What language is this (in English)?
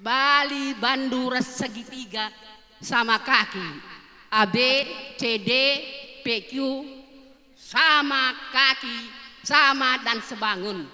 Batak Karo